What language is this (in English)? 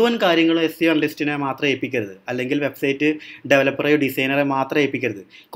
Malayalam